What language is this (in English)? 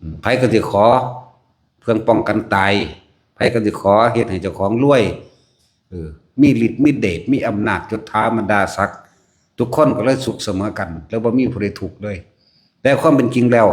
Northeastern Thai